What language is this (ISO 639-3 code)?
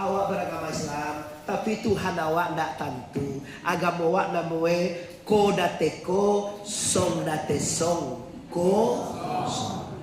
min